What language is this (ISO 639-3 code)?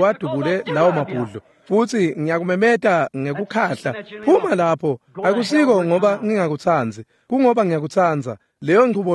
ssw